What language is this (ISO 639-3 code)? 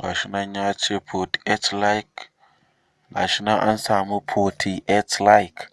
hau